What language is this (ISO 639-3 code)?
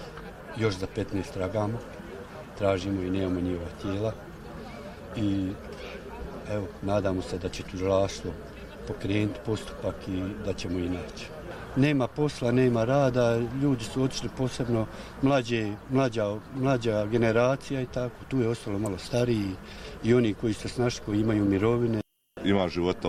bos